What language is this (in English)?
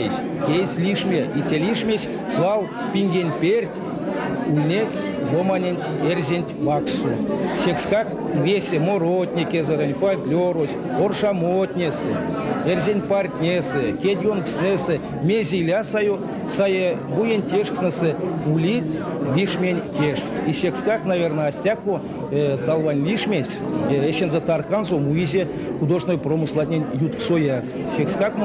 Erzya